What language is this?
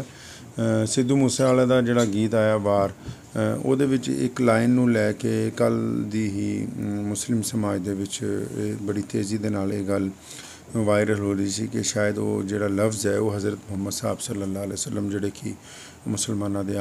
Punjabi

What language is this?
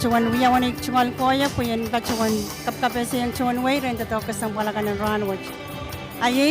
Pohnpeian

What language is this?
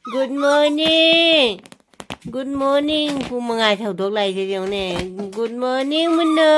Manipuri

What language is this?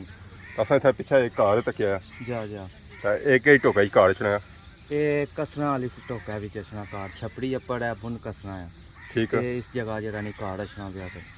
Pahari-Potwari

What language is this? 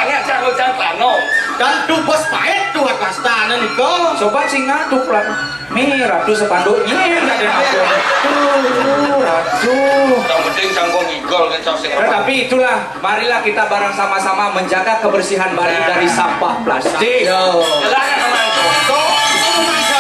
Balinese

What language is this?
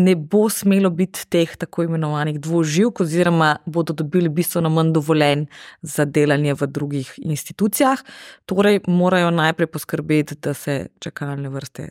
Slovenian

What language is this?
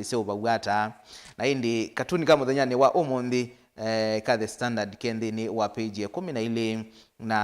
Kamba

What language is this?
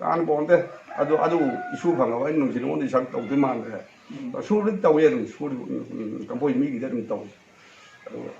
Manipuri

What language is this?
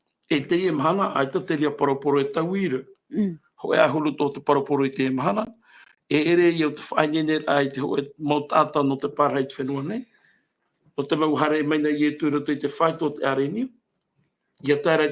Tahitian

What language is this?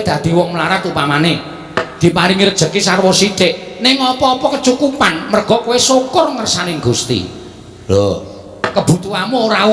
Javanese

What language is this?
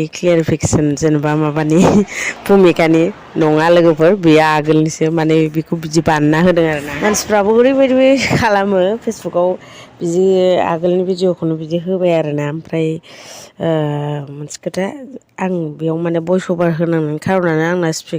Bodo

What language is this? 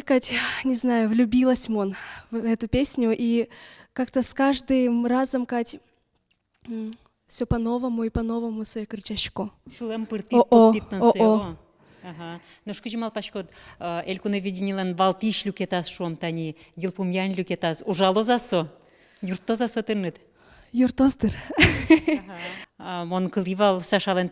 Udmurt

